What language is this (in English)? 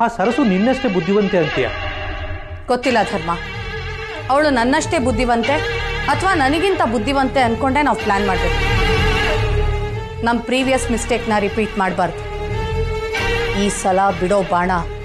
Kannada